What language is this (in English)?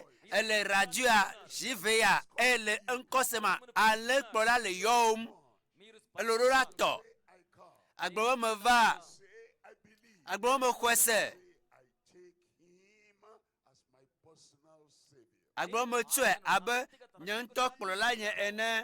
Ewe